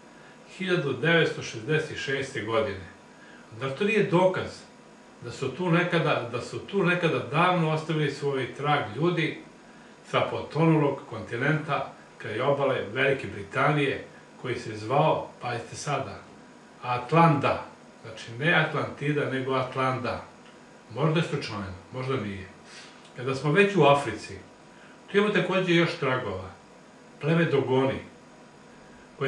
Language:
Serbian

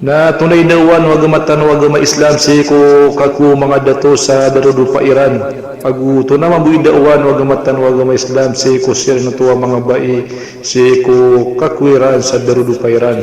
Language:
Maranao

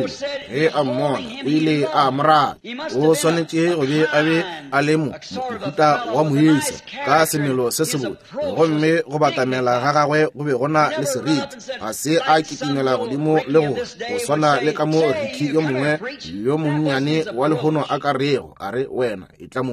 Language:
Northern Sotho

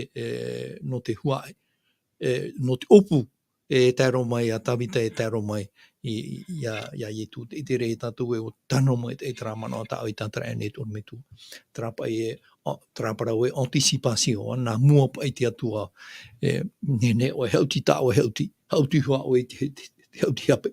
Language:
Tahitian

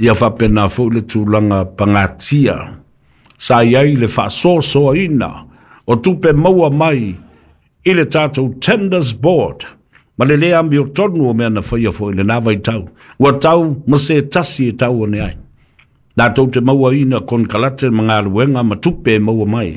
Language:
Samoan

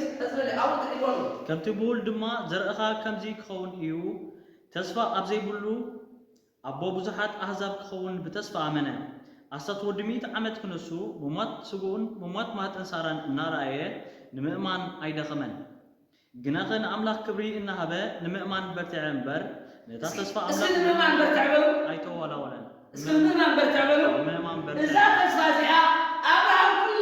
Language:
Tigrinya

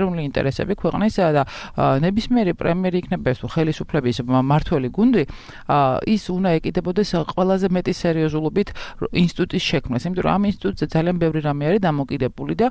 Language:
Georgian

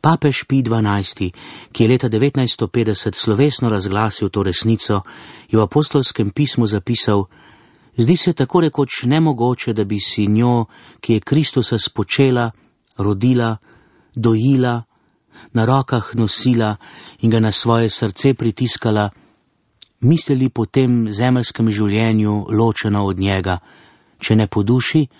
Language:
Slovenian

